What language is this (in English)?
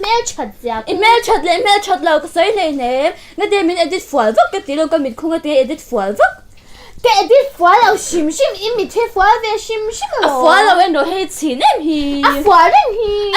Mizo